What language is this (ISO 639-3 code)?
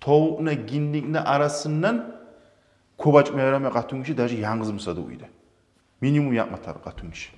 kum